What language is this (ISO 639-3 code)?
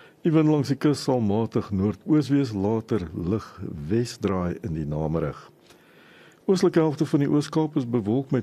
afr